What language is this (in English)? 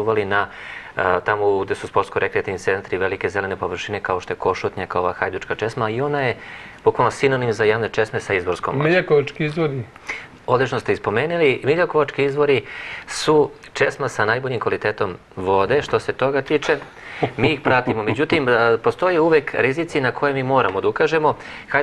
Serbian